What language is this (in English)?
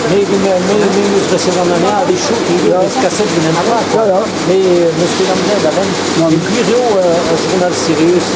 Breton